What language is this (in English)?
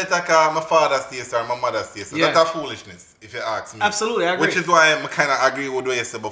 Jamaican Creole English